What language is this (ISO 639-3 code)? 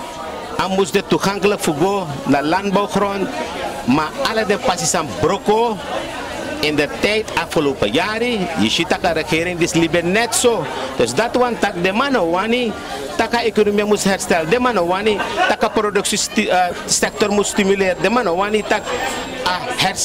srn